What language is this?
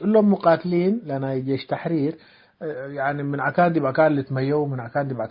Tigre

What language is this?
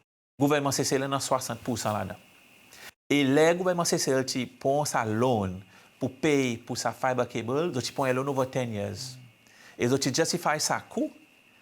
Seselwa Creole French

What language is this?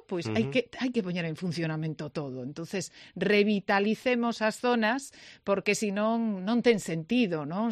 Galician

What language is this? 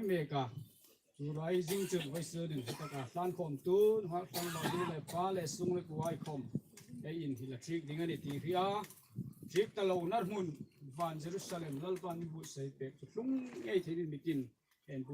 Hmar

